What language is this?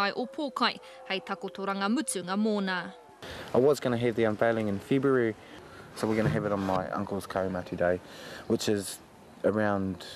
Māori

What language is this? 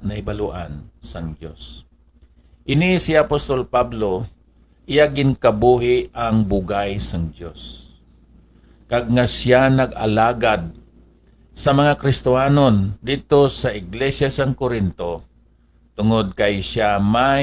Hiligaynon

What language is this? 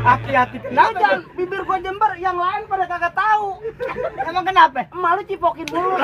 Betawi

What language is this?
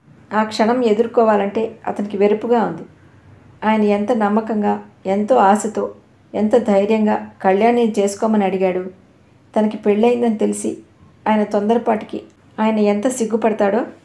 Telugu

